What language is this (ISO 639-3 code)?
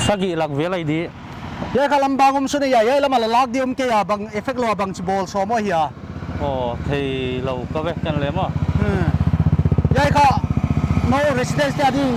pck